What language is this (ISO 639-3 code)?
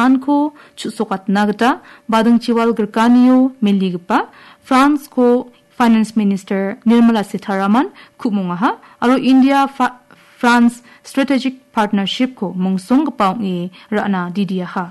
grt